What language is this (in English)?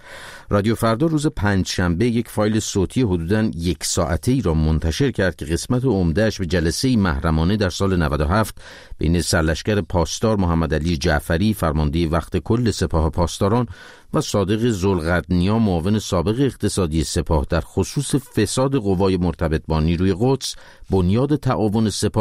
Persian